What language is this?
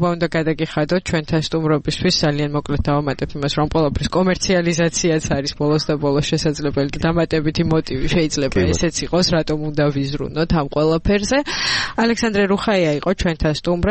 Georgian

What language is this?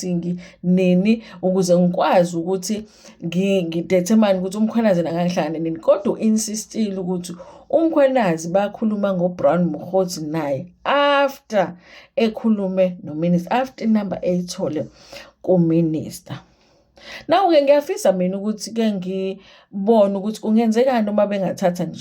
Zulu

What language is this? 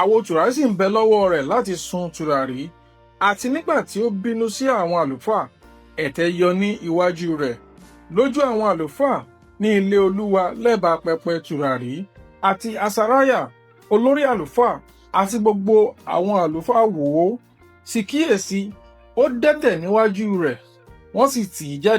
Yoruba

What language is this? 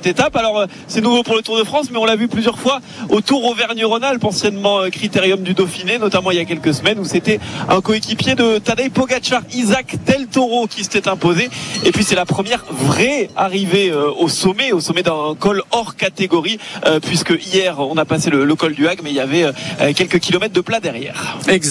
French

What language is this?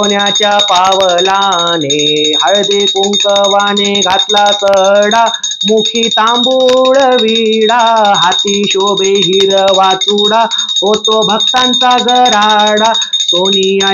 Marathi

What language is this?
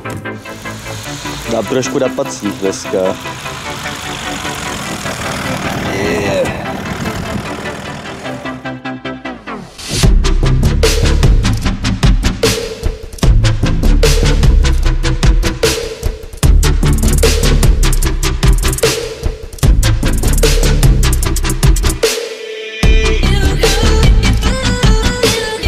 Czech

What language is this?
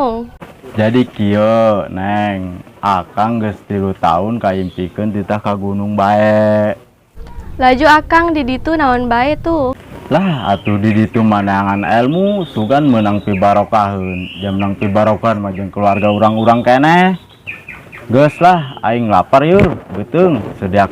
Sundanese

